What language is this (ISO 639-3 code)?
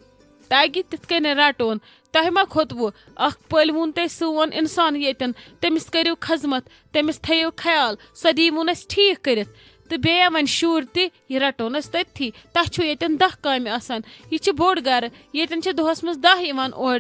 kas